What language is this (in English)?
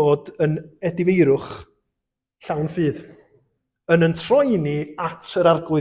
Welsh